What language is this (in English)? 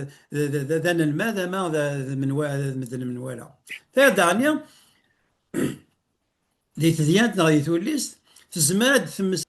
Kabyle